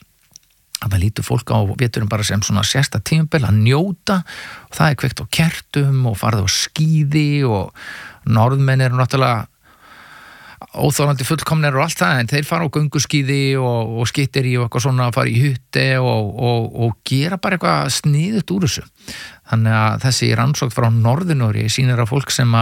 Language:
Icelandic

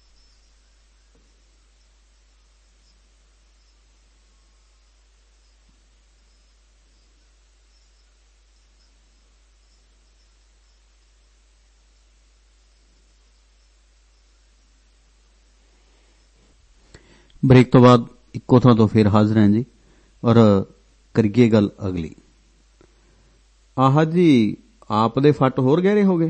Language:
Punjabi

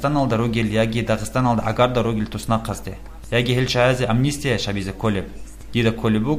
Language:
Avaric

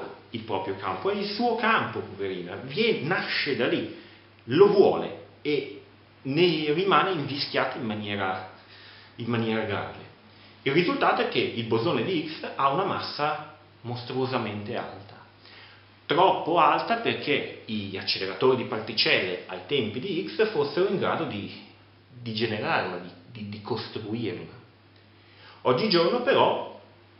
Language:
Italian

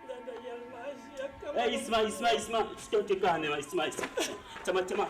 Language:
Dagbani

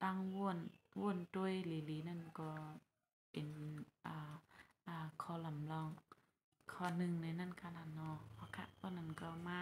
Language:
Shan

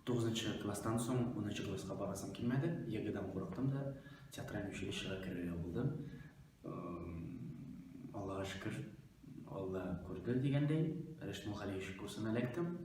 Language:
Tatar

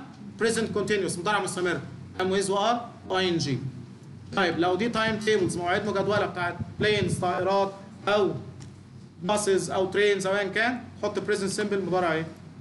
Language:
Egyptian Arabic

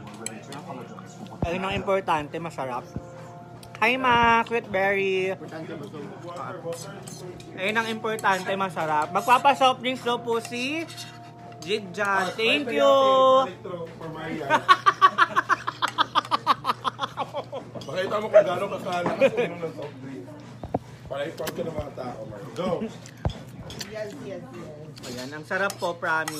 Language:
Filipino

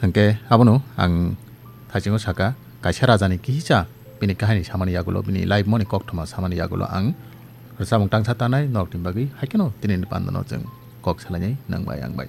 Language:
Kok Borok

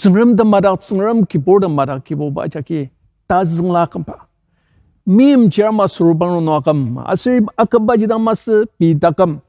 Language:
Ao Naga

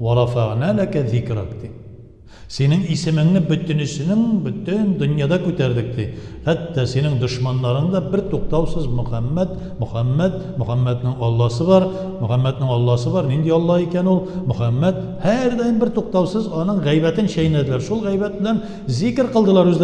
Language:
Tatar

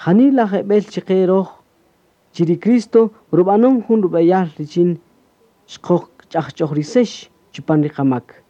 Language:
Kaqchikel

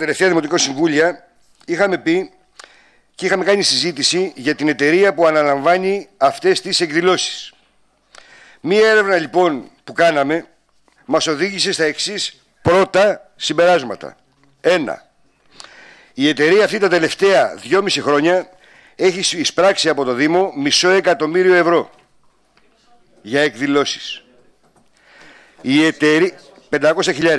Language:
Greek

